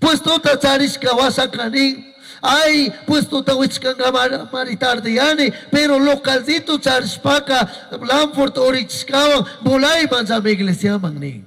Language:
Chimborazo Highland Quichua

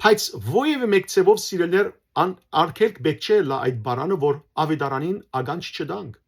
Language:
Western Armenian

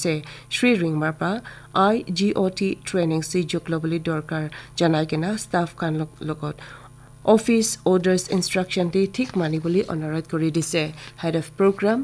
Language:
Naga Pidgin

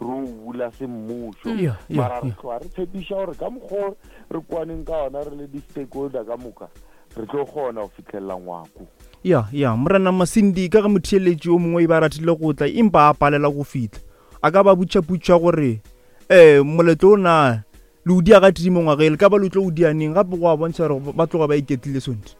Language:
Northern Sotho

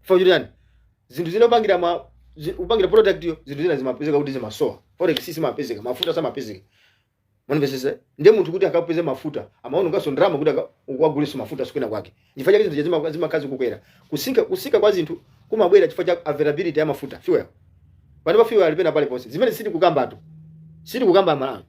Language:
Nyanja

